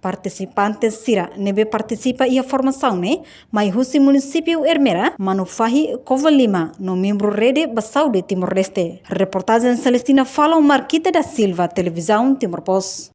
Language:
Tetum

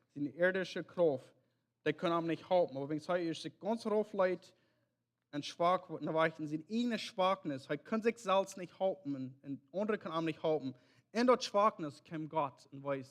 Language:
Plautdietsch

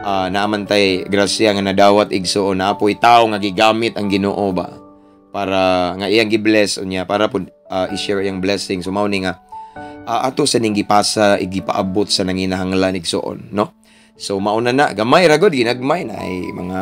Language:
Cebuano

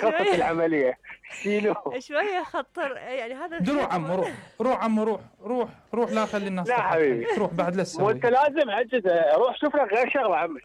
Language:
Mesopotamian Arabic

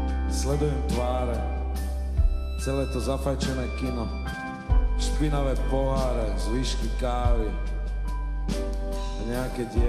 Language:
Slovak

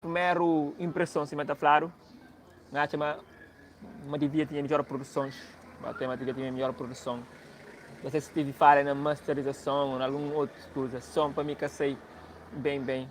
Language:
Kabuverdianu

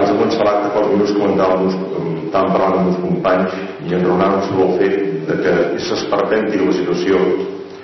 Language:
Catalan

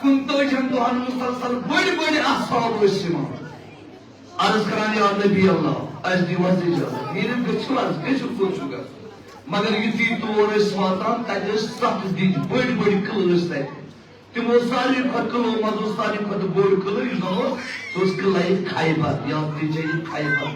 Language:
Kashmiri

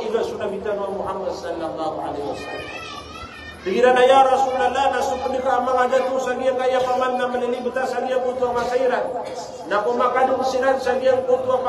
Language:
Maranao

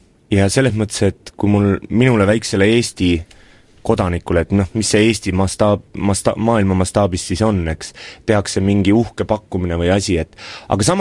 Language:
Estonian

